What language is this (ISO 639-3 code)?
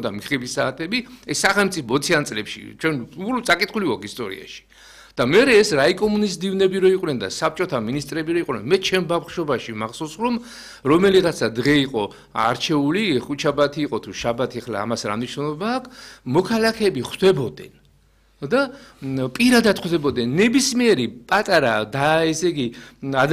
kat